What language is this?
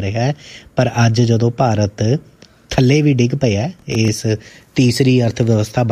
Punjabi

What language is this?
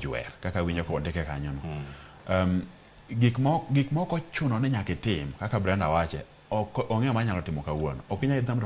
Luo (Kenya and Tanzania)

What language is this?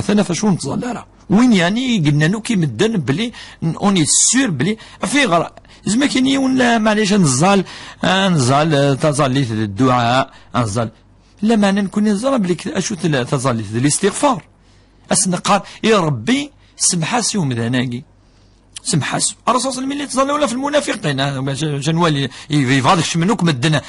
Kabyle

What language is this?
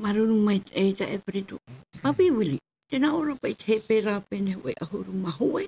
Tahitian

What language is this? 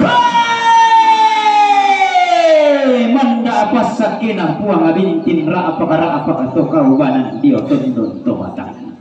Toraja-Sa'dan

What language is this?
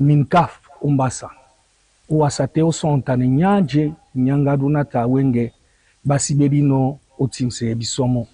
Duala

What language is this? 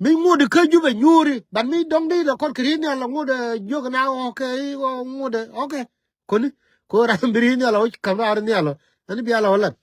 Nuer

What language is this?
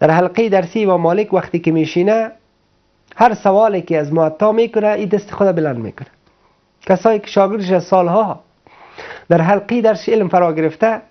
Persian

